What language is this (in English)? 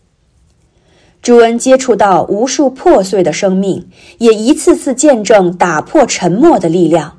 Chinese